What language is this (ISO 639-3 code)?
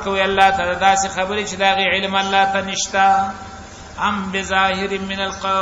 pus